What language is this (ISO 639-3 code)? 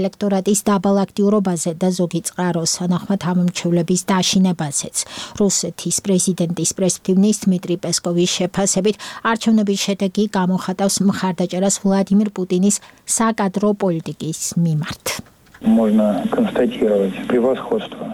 kat